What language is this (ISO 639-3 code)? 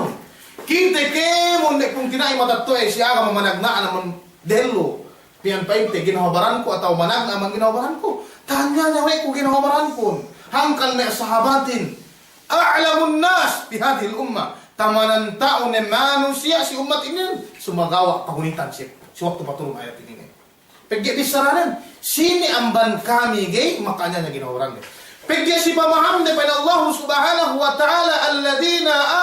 yka